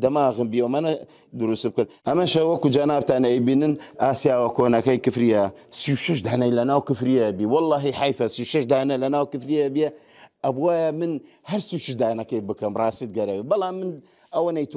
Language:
Central Kurdish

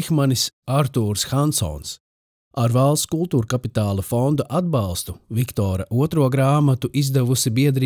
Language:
Latvian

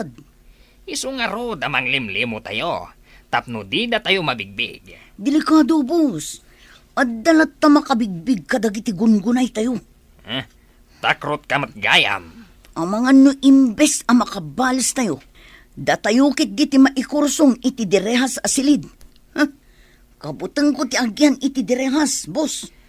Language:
Iloko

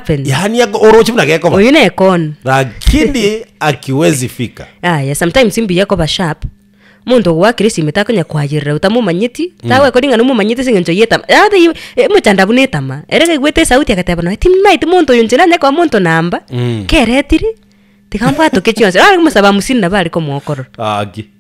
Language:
Gusii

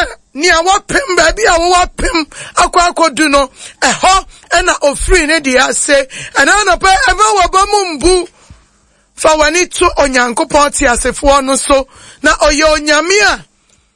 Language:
Akan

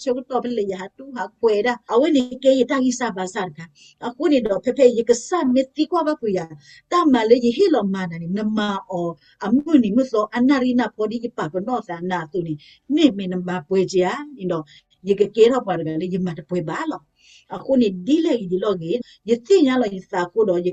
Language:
S'gaw Karen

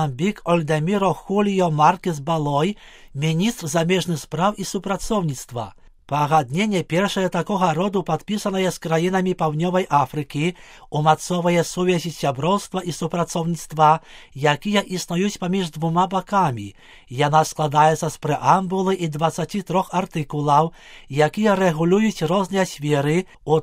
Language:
Belarusian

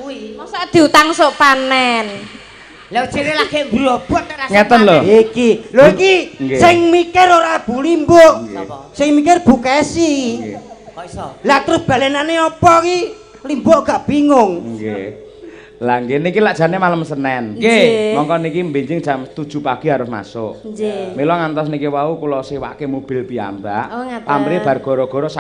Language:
Javanese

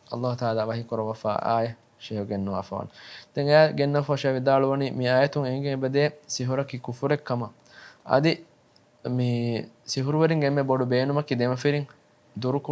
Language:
Divehi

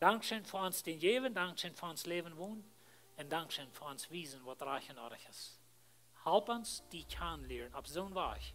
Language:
Plautdietsch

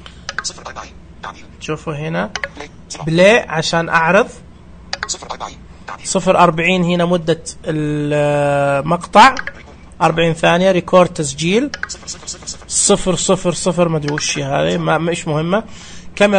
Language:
Najdi Arabic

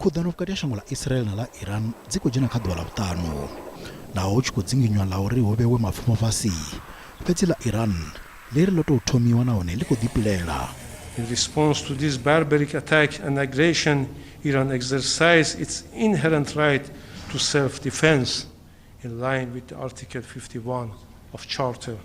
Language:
Venda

